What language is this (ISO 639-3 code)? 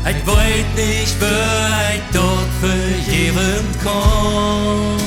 pdt